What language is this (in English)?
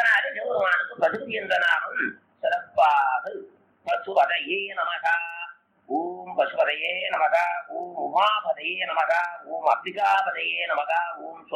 Tamil